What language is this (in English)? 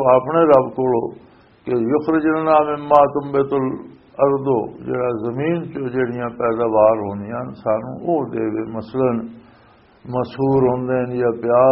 Western Panjabi